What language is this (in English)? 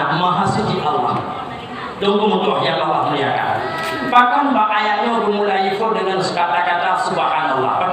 Achinese